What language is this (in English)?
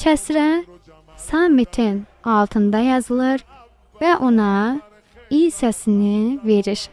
Azerbaijani